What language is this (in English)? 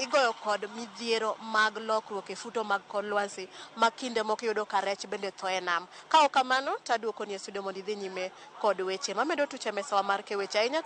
Luo (Kenya and Tanzania)